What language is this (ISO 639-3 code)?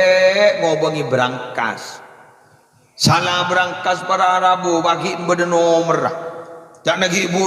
mad